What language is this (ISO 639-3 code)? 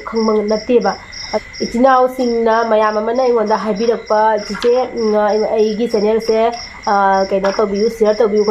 mni